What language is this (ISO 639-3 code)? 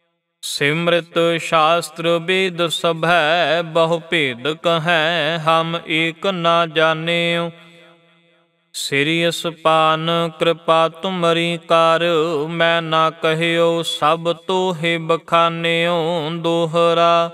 pan